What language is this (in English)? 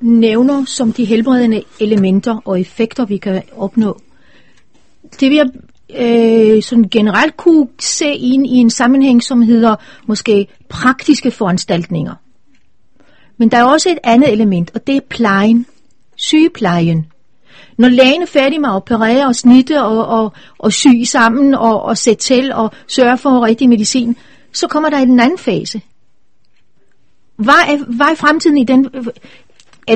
Danish